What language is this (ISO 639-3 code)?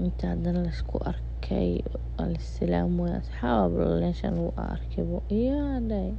som